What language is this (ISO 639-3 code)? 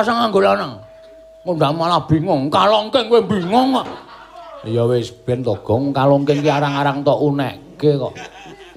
jav